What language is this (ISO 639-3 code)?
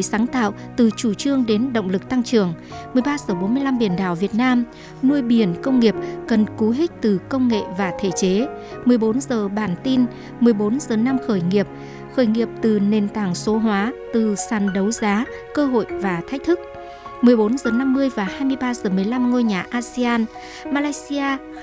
vie